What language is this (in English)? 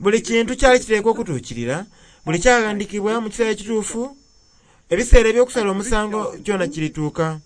Soga